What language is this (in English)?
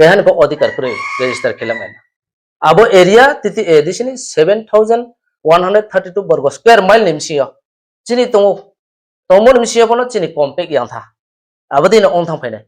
Riang (India)